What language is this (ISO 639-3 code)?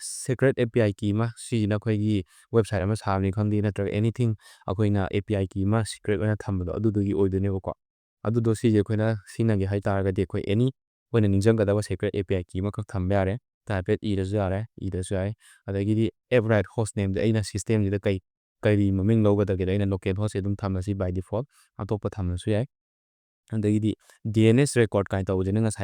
mni